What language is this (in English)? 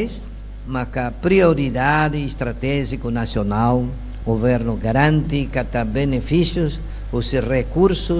Tetum